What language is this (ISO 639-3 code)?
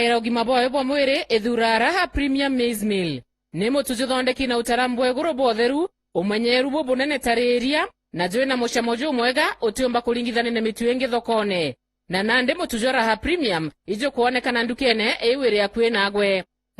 mer